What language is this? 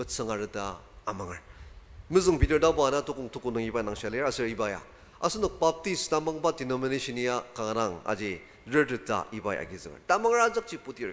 Ao Naga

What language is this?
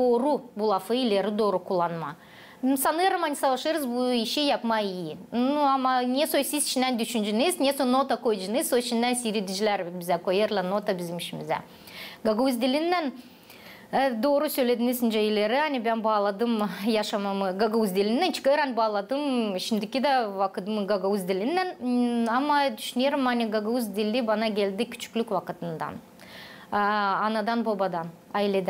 Gagauz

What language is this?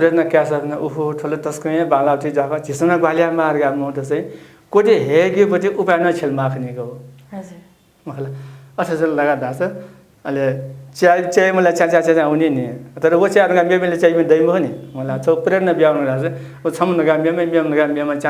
Newari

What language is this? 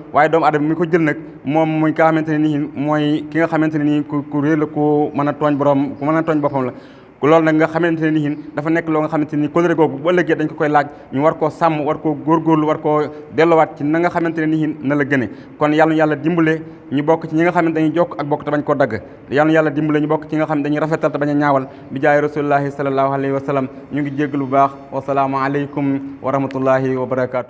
Wolof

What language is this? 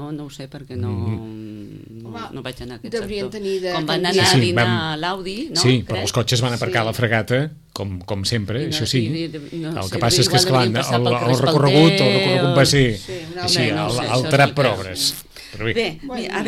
Catalan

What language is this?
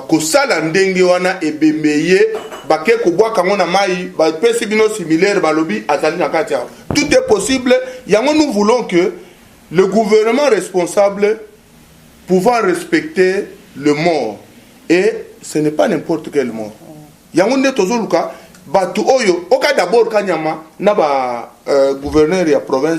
Lingala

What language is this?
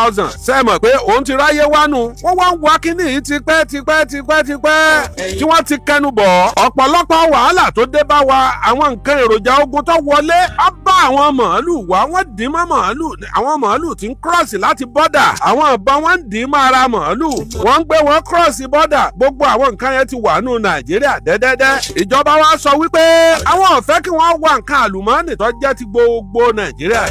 Yoruba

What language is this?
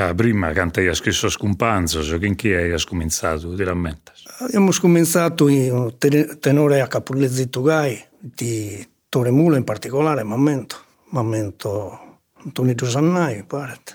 Sardinian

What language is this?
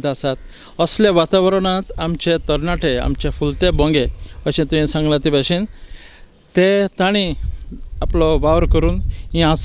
Konkani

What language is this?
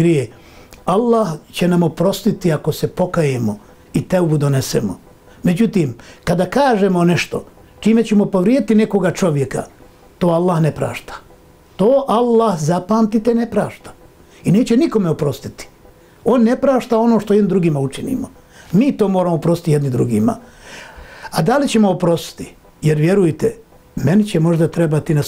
Bosnian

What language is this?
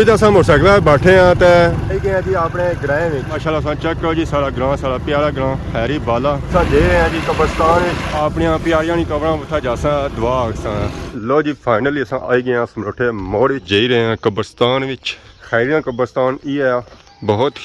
Pahari-Potwari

